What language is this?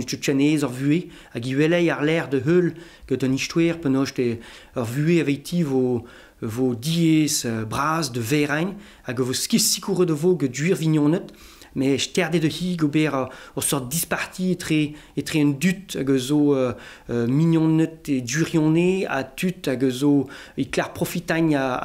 Breton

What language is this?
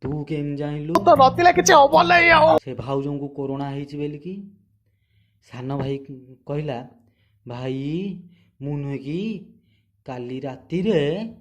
Odia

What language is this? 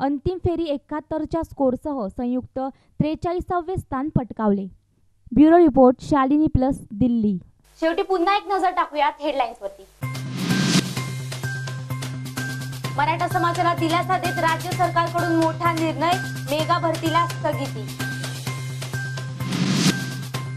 Marathi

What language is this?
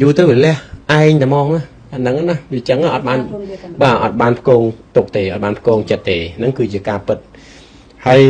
Khmer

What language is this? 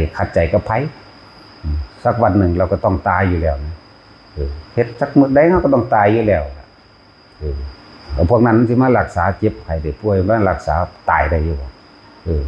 Lao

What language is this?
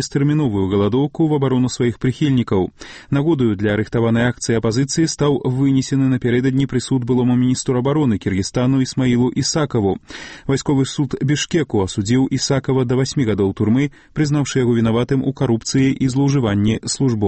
Belarusian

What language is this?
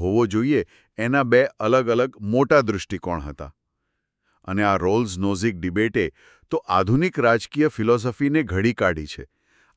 Gujarati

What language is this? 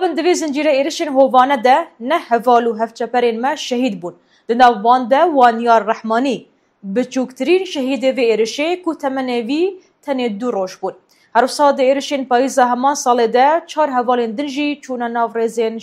Kurdish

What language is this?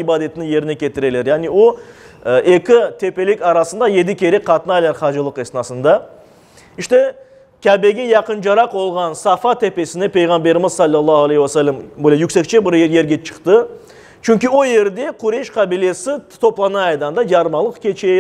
Crimean Tatar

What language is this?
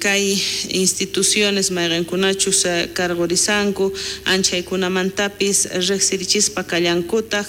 South Bolivian Quechua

